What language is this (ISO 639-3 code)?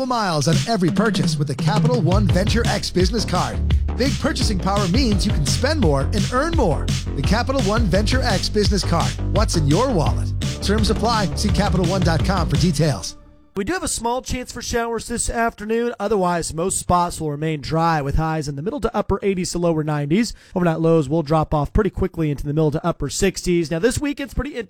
eng